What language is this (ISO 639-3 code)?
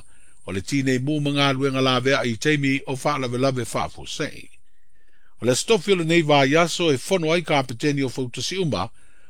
smo